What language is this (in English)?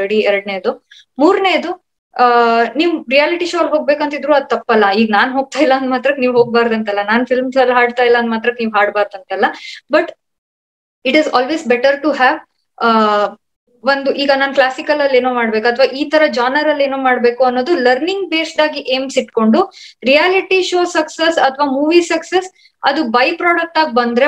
Kannada